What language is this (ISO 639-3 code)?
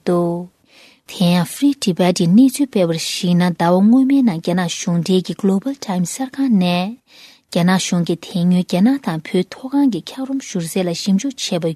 bod